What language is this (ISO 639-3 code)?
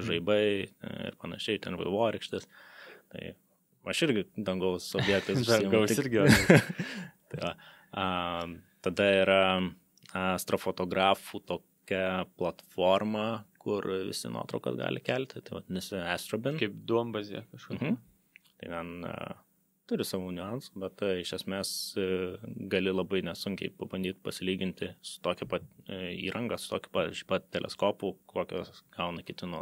lit